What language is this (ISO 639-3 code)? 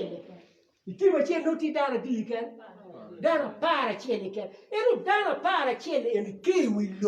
ach